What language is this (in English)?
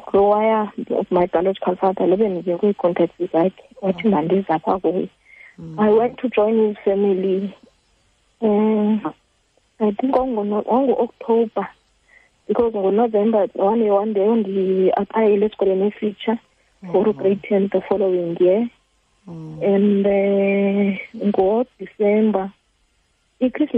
Xhosa